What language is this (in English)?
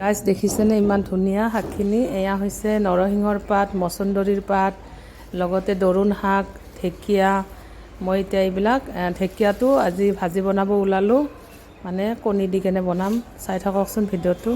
Assamese